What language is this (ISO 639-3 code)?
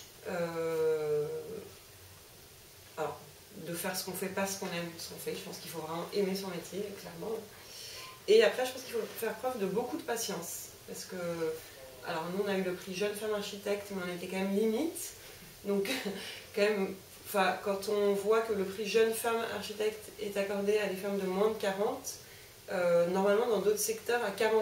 fra